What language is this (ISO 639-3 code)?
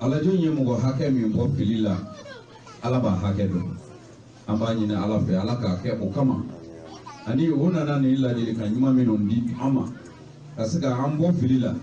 bam